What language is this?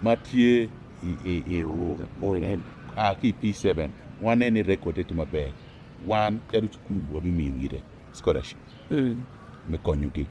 Acoli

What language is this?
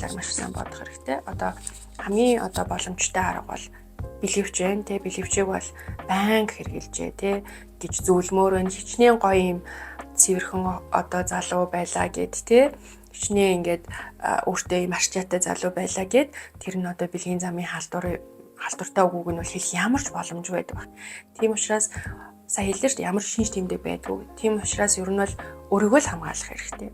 Mongolian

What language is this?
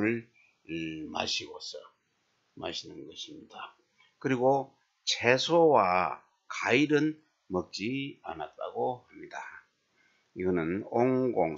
Korean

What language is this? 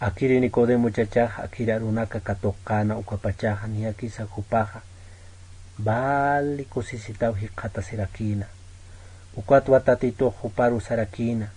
Aymara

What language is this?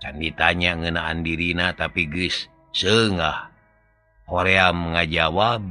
Sundanese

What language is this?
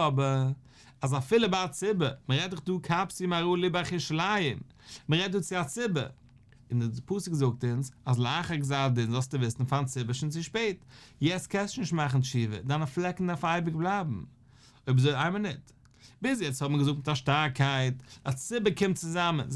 Yiddish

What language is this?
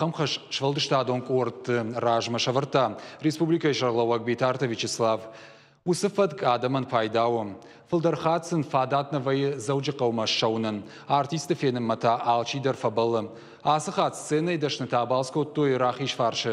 Ossetic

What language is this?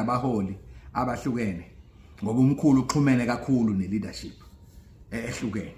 Zulu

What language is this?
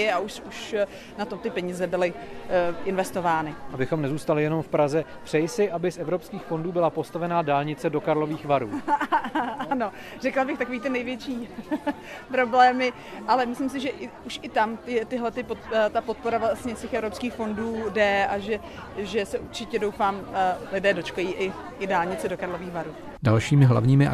Czech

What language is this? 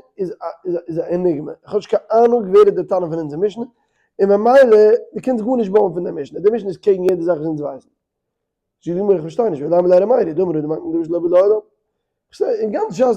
Yiddish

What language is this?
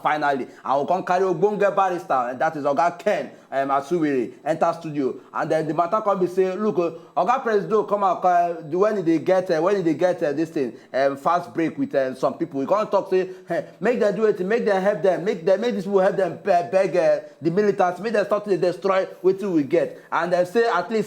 Nigerian Pidgin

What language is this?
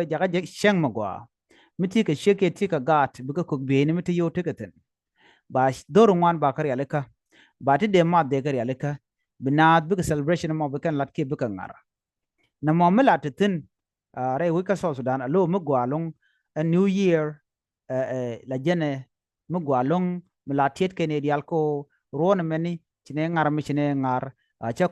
Nuer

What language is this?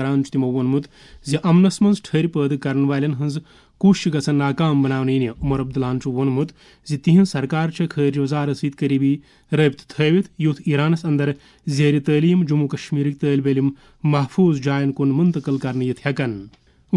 Kashmiri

